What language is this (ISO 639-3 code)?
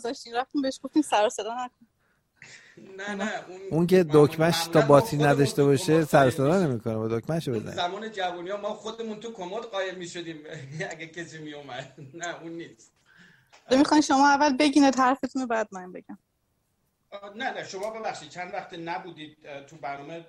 fas